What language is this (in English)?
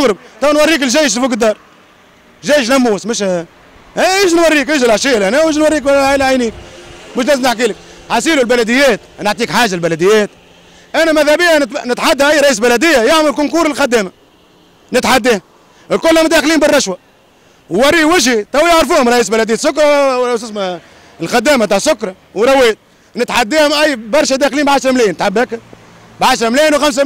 Tunisian Arabic